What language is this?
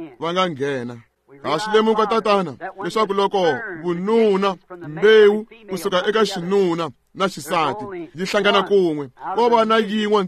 Tsonga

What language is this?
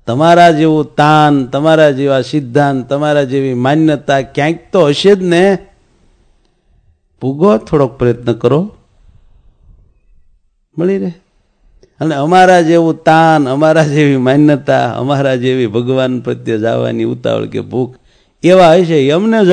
Gujarati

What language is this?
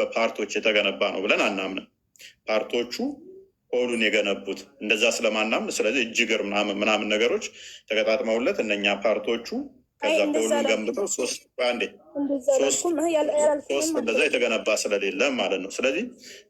Amharic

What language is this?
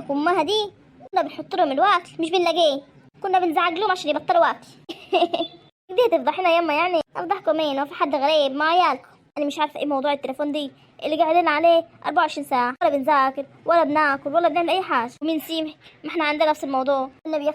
Egyptian Arabic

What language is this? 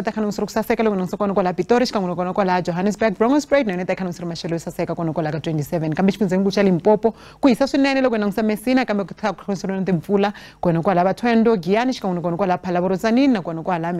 Tsonga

